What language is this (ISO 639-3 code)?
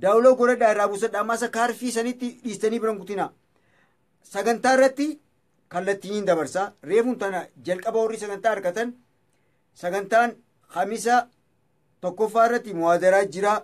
orm